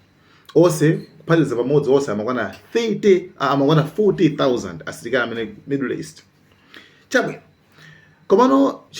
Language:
Nyanja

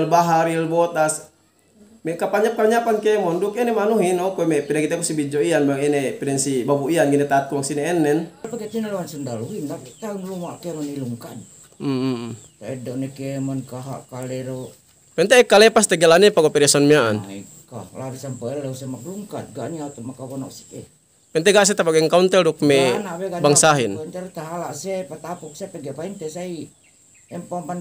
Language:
Yakan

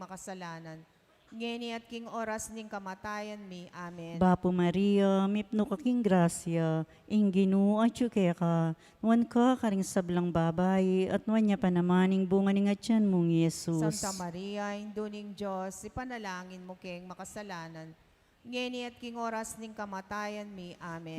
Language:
Pampanga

